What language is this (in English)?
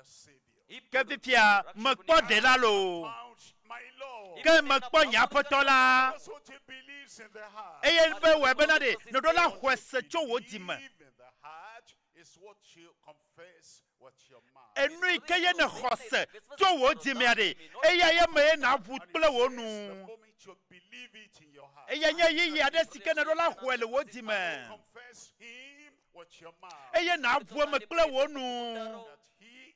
Ewe